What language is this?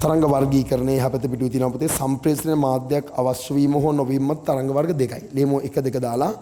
Sinhala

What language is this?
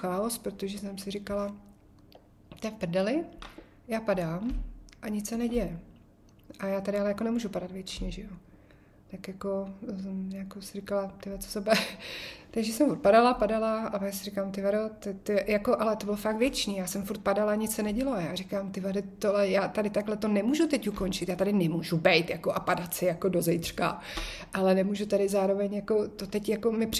Czech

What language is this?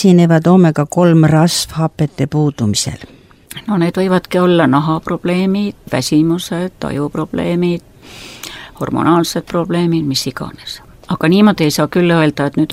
Estonian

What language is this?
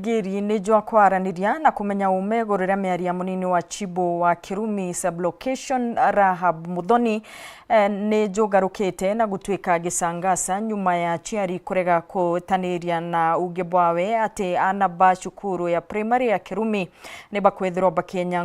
Meru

